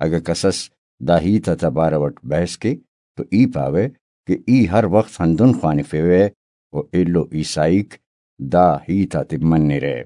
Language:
Brahui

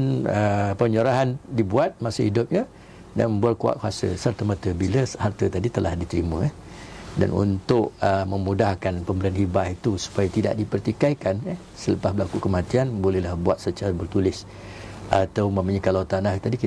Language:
Malay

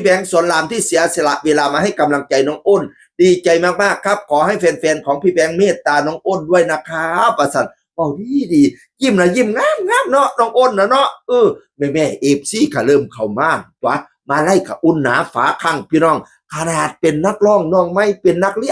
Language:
Northeastern Thai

